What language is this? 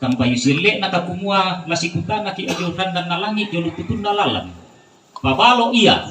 Toraja-Sa'dan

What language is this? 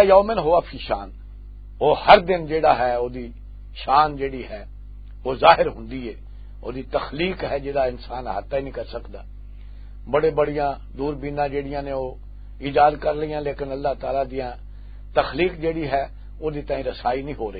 Western Panjabi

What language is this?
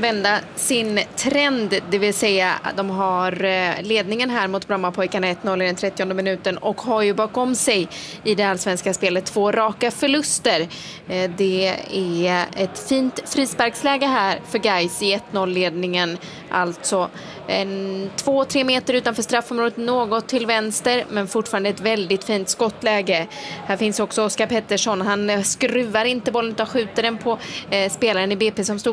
Swedish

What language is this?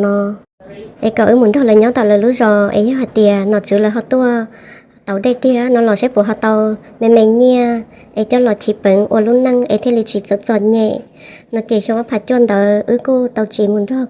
Hmong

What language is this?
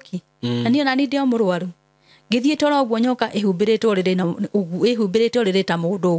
Kikuyu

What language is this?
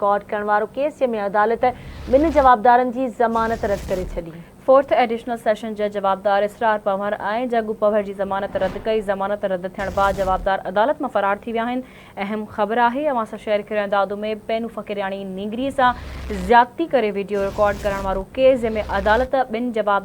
Sindhi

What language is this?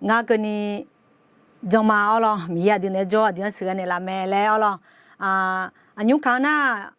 Akha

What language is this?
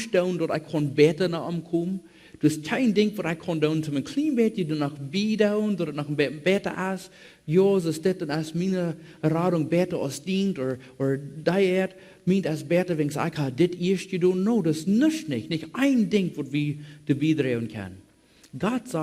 Plautdietsch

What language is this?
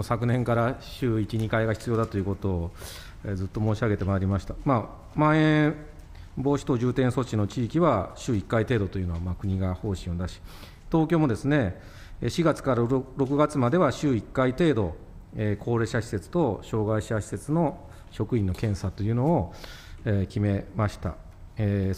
Japanese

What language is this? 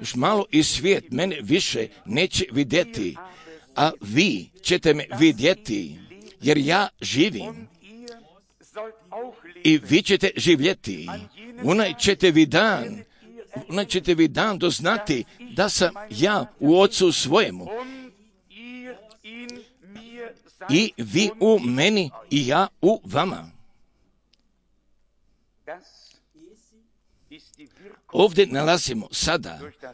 Croatian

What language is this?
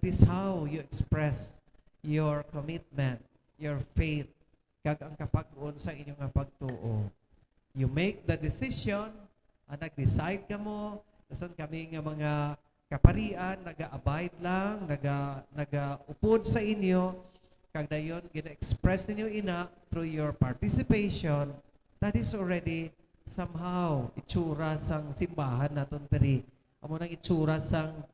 Hiligaynon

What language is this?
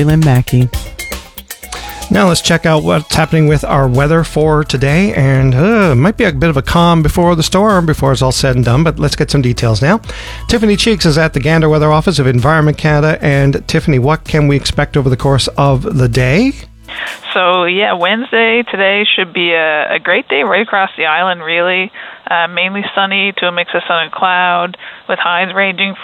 English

